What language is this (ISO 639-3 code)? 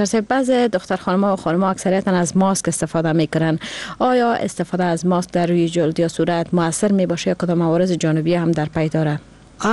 fas